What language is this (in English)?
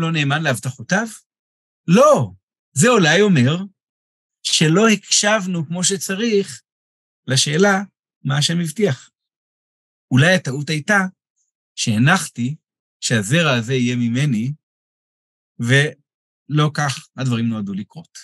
Hebrew